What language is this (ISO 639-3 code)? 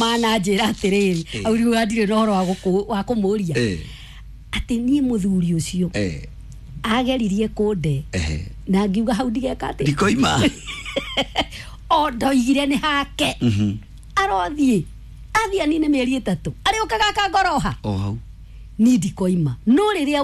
kik